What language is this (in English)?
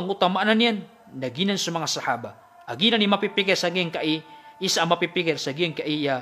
Maranao